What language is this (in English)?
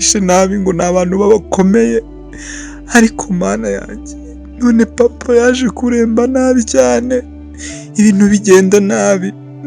Kinyarwanda